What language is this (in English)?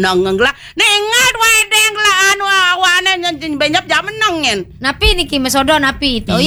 Balinese